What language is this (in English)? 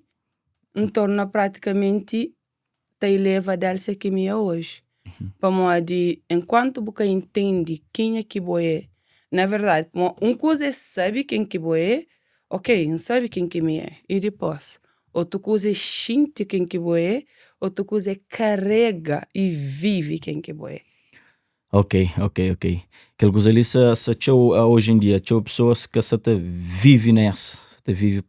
Kabuverdianu